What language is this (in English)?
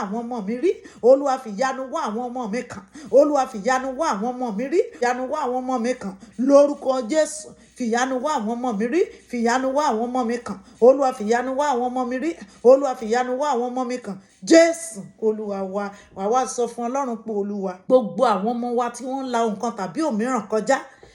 Yoruba